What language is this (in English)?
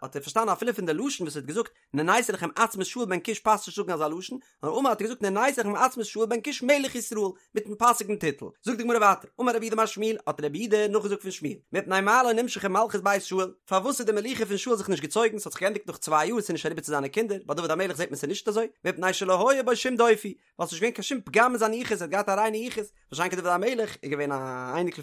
Yiddish